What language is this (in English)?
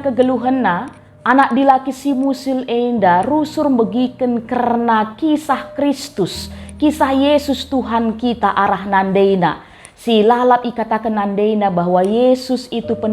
Batak Karo